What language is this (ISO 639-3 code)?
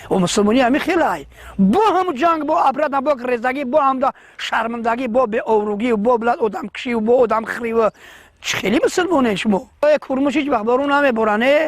tgk